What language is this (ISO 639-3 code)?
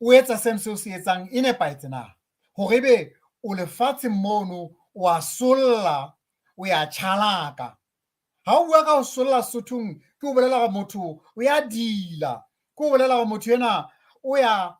sot